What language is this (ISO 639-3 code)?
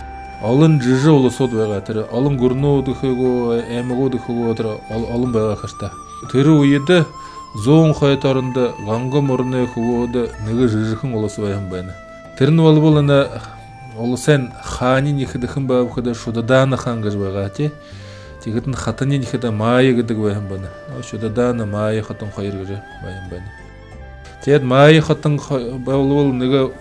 bua